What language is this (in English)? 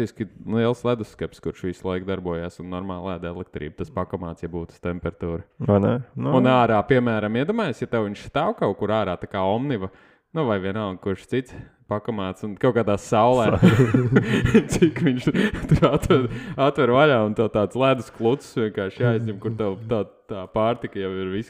Latvian